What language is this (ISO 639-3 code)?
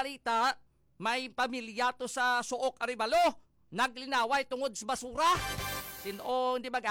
hil